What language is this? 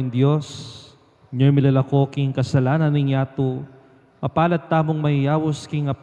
Pampanga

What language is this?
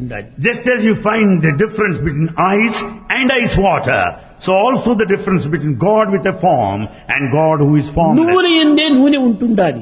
Telugu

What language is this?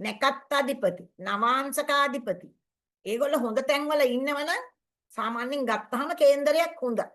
Sinhala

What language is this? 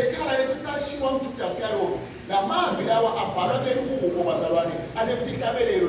Zulu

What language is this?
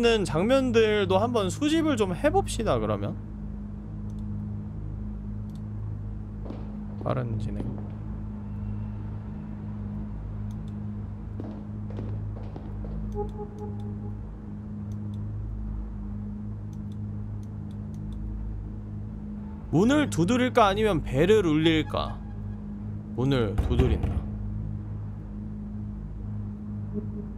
Korean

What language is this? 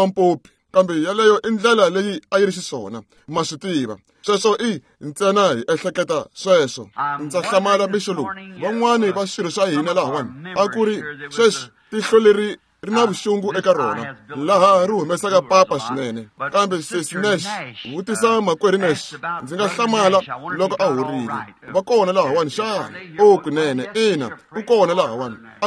Tsonga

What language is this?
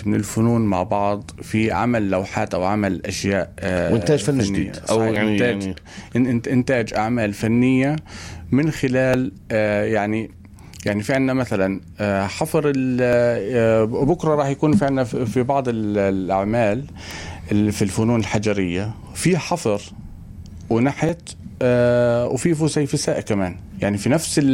North Levantine Arabic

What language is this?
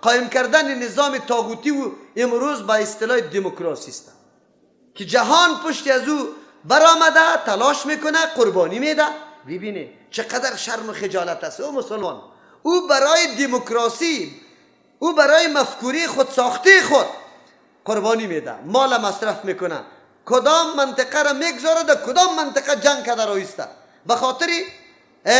Persian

